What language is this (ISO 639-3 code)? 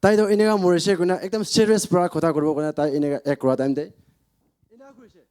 nag